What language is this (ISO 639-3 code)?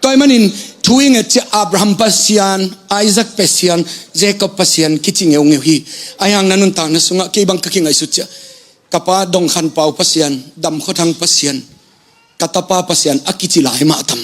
ctd